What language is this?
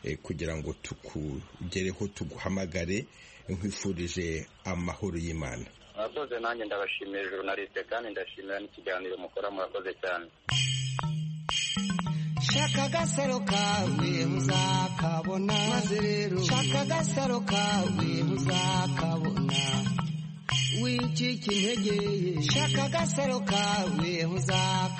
Kinyarwanda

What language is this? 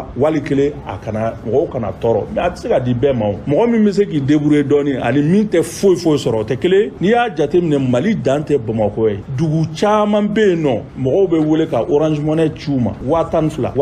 Bambara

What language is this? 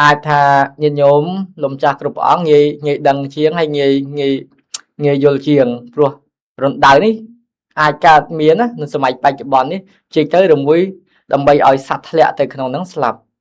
Khmer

